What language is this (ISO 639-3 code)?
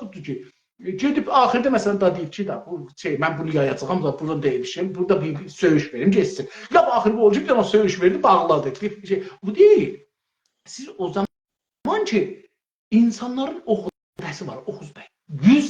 azb